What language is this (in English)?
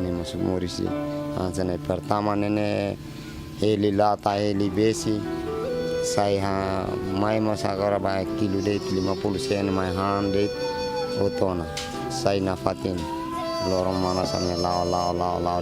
Tetum